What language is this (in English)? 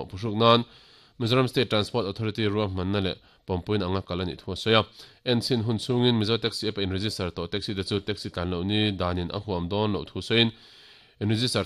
Mizo